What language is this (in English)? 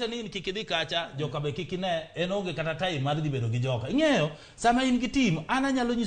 Luo (Kenya and Tanzania)